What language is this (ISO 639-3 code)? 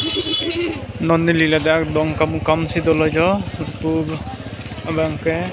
mjw